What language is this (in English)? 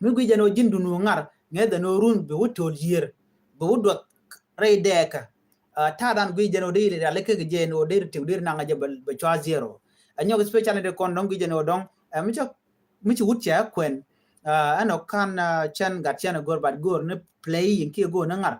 Nuer